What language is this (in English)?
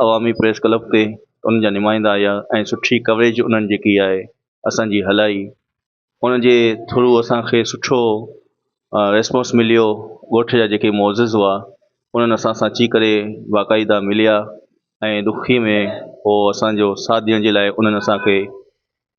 Sindhi